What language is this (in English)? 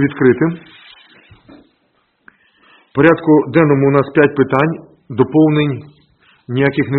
Ukrainian